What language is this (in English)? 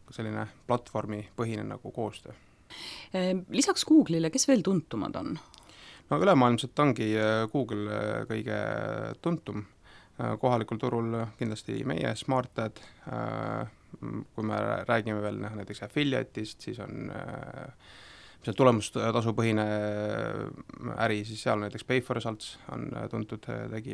Estonian